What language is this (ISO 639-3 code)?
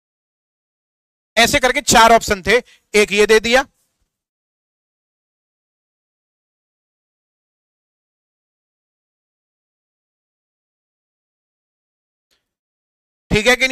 hin